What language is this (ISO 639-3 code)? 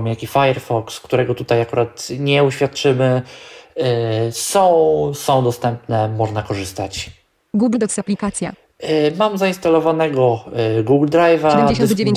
pol